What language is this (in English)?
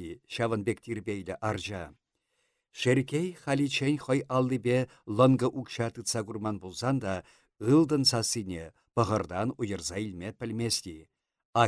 Chuvash